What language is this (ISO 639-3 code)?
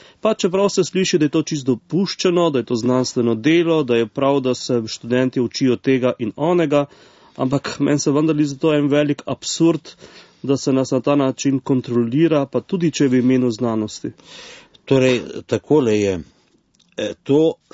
slv